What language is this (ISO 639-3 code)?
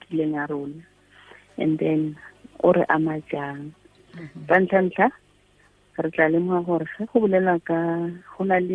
tsn